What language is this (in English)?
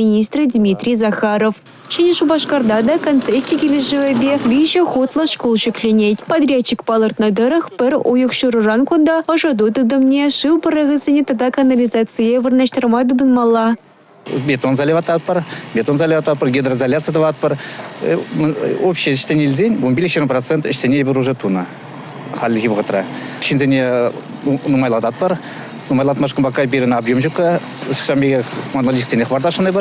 Chuvash